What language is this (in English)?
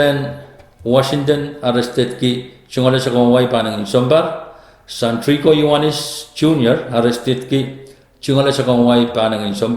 Pohnpeian